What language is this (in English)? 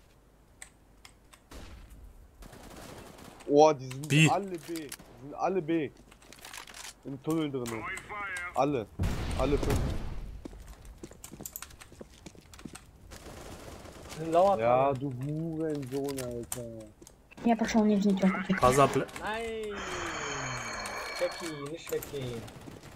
German